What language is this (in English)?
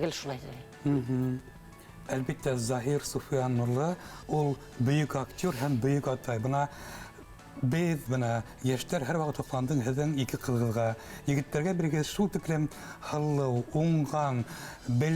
Bashkir